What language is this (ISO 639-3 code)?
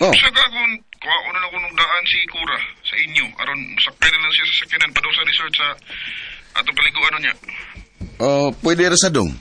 ceb